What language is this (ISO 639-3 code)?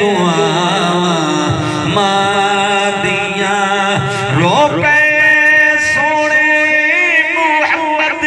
skr